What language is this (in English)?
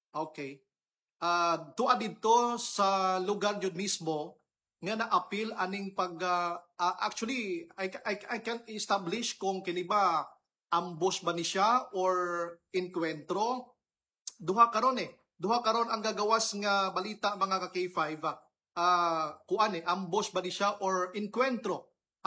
Cebuano